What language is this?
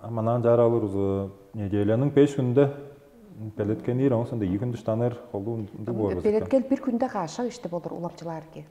Tuvinian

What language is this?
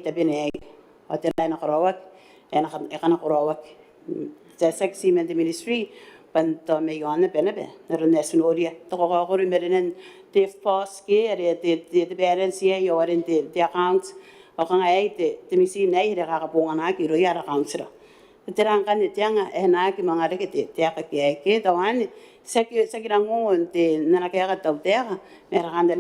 Gilbertese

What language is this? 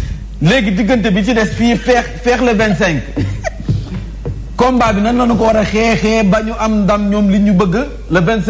Wolof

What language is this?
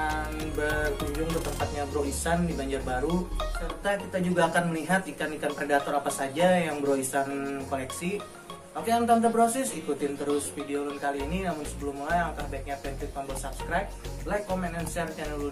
Banjar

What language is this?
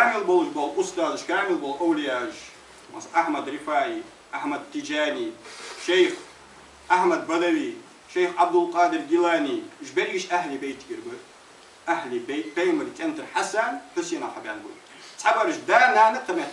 Ingush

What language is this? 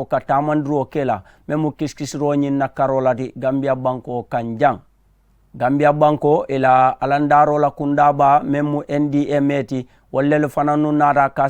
Mandingo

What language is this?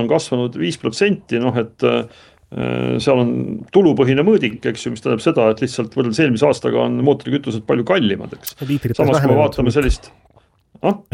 Estonian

